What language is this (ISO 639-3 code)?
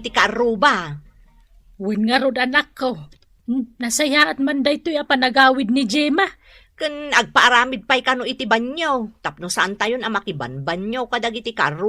ilo